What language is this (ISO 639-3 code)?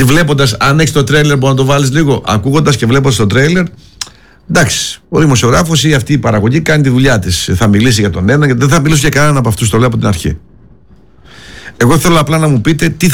ell